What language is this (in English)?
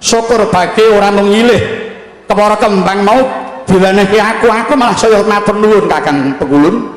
Javanese